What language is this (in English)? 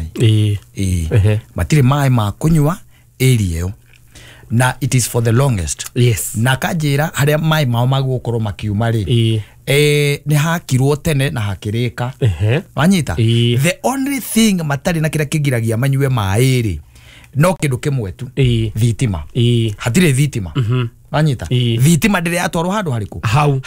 Kikuyu